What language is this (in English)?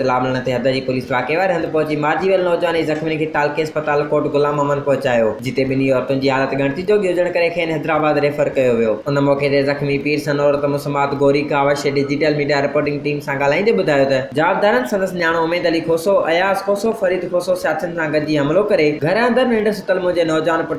Sindhi